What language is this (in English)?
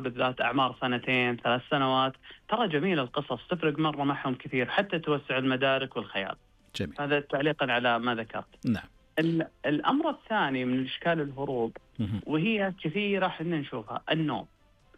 Najdi Arabic